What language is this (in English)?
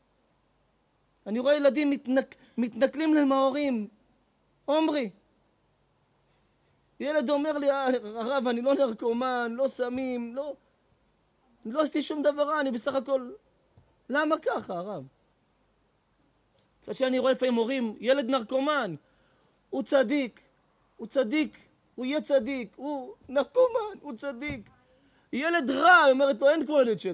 Hebrew